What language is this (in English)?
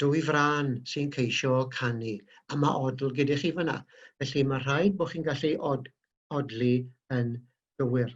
Welsh